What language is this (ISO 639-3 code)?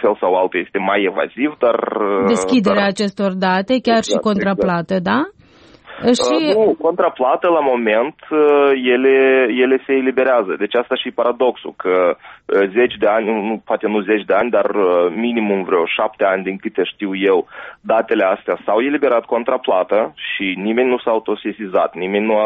ron